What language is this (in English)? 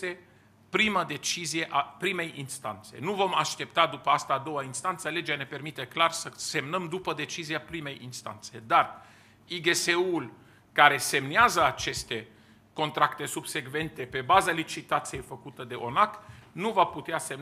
Romanian